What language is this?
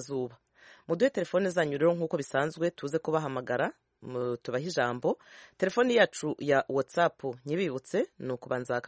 Kinyarwanda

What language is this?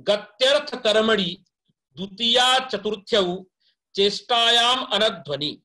Sanskrit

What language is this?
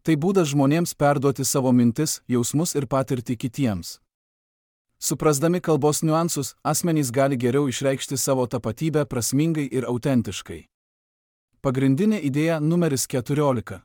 Lithuanian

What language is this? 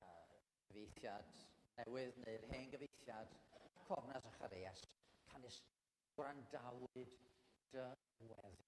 Welsh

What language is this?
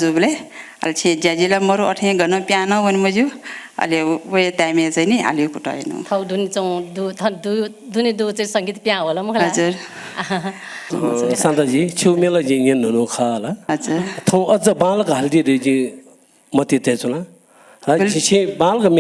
Newari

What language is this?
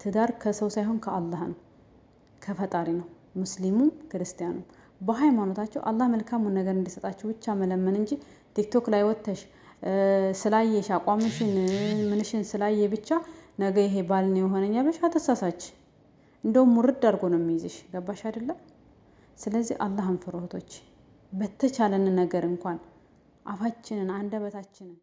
Amharic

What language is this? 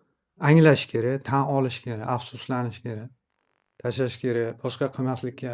Uzbek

